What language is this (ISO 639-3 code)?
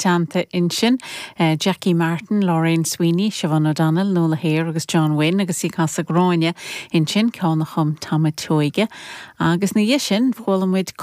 gle